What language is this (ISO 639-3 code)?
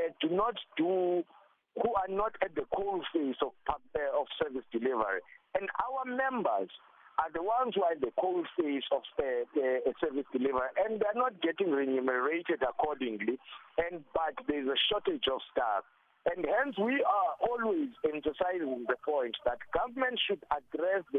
eng